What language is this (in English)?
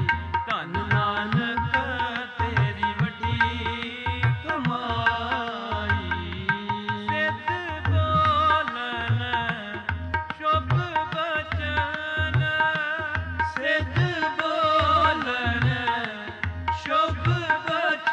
Punjabi